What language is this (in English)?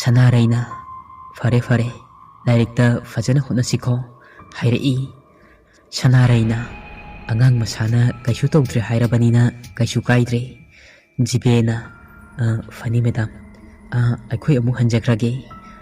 Manipuri